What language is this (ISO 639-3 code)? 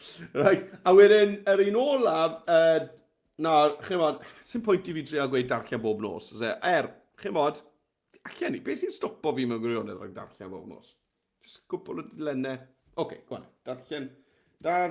cym